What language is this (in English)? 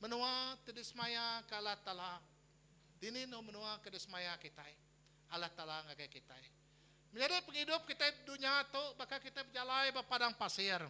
Iban